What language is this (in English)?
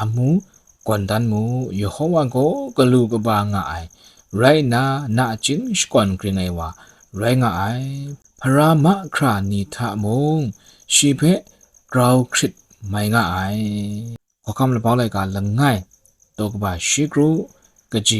Kachin